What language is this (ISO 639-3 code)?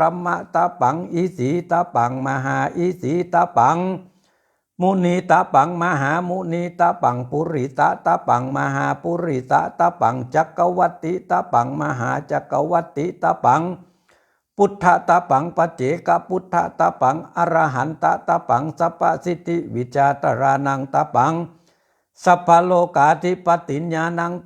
pli